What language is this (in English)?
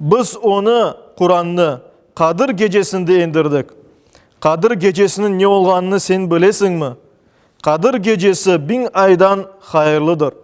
Crimean Tatar